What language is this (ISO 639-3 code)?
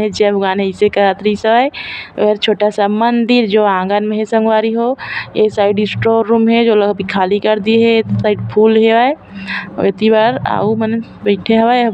hne